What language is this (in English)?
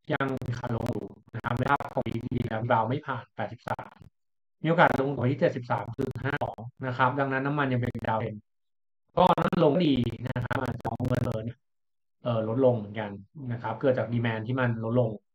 Thai